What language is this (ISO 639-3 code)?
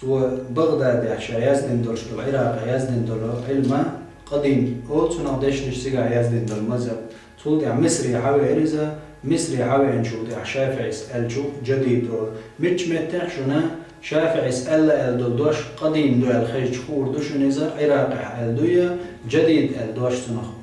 che